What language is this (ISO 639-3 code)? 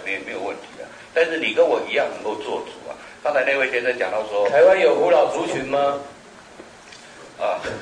zho